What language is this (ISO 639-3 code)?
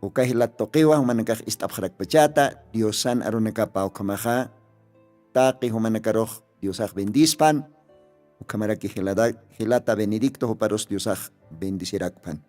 aym